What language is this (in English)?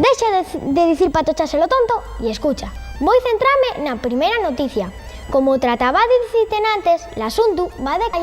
Asturian